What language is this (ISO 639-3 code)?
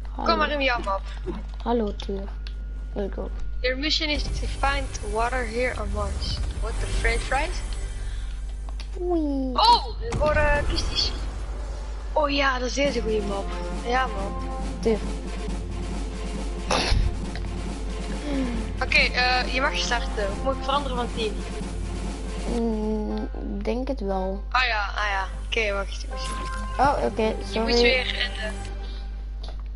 nld